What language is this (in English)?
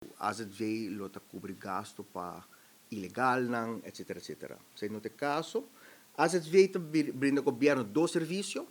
Papiamento